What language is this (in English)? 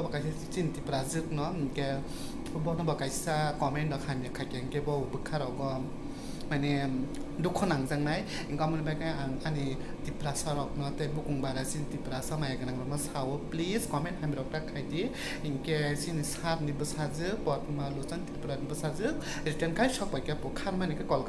Kok Borok